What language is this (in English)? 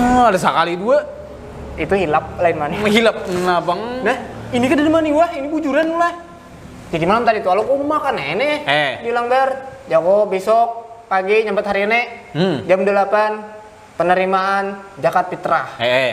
Banjar